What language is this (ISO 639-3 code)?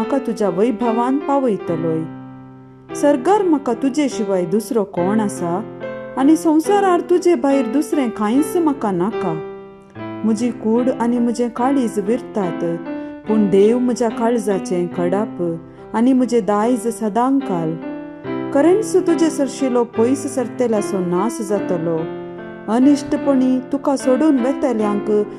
kok